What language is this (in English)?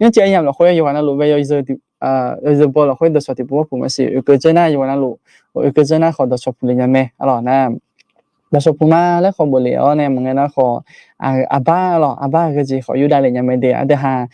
Akha